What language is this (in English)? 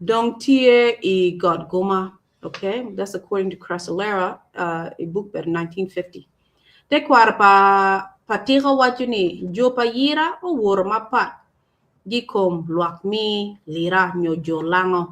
Acoli